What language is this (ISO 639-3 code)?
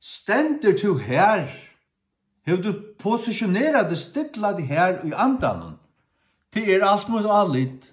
fao